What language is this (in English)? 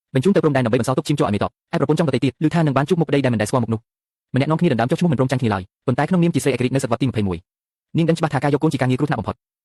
Khmer